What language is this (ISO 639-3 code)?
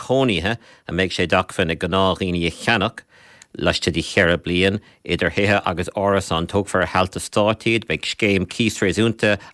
gle